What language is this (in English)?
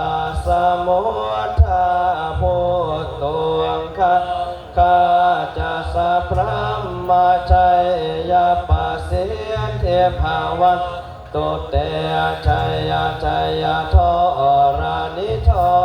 Pali